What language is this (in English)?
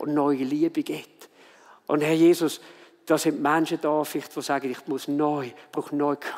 Swiss German